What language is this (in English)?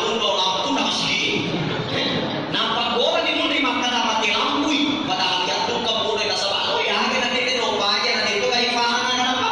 Buginese